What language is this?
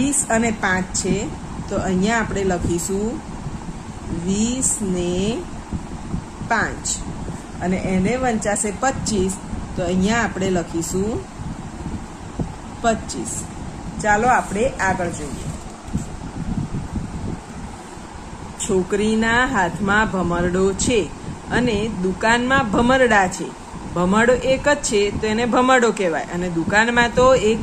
Gujarati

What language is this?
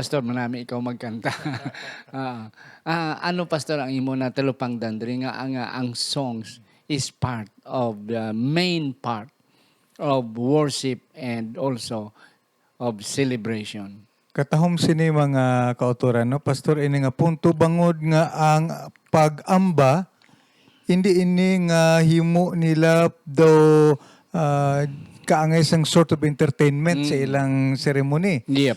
Hiligaynon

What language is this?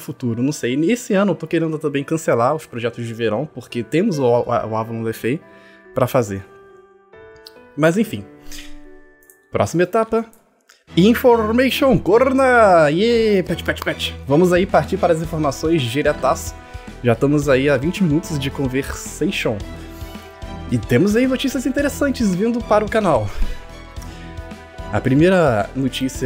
Portuguese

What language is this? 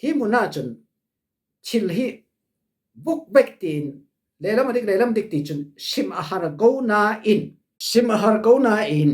Falam Chin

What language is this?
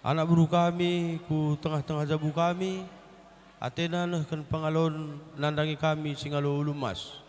Batak Karo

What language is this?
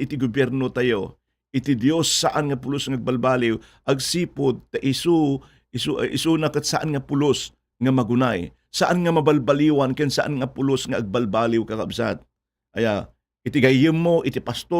Iloko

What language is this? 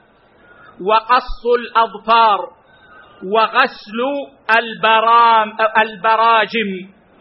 Arabic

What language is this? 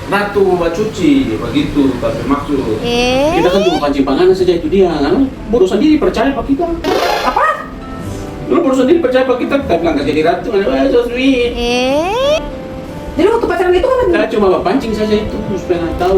Manado Malay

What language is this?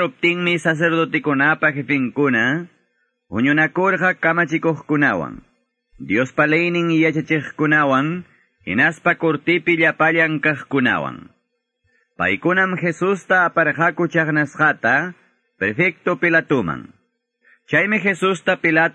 Quechua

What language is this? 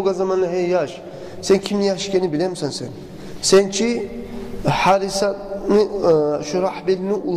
Kumyk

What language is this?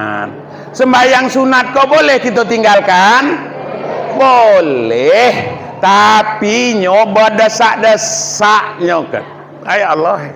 Minangkabau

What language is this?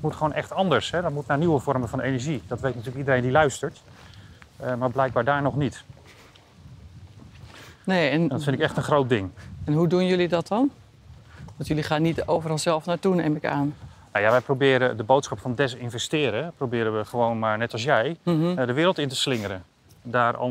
Dutch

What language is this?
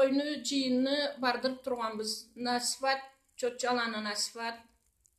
Karachay-Balkar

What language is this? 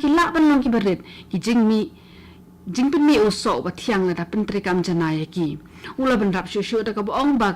Khasi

